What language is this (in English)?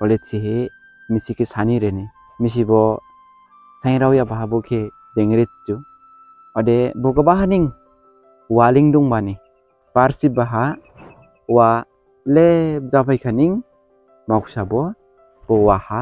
Dimasa